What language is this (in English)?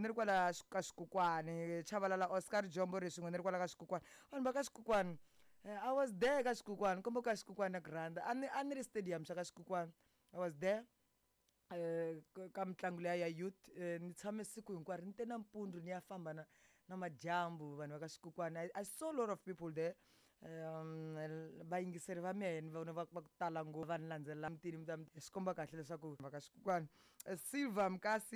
Tsonga